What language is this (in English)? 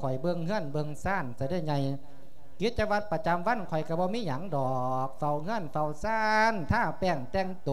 Lao